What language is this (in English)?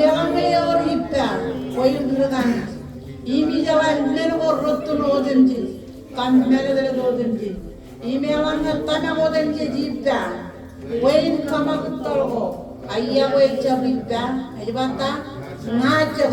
Marshallese